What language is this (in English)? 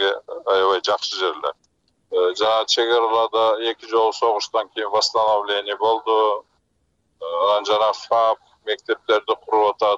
Kyrgyz